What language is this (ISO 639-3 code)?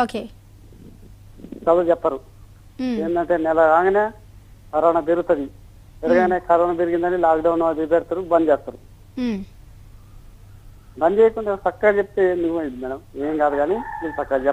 tel